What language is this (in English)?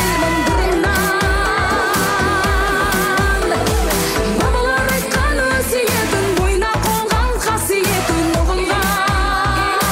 Kazakh